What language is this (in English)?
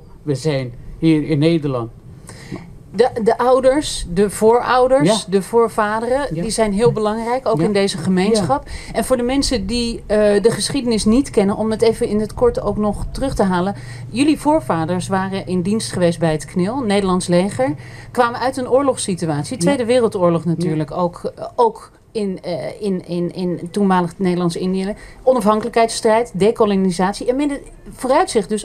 Dutch